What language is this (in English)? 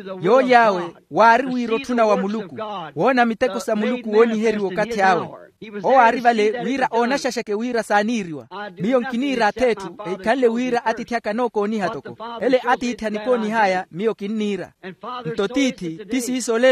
Makhuwa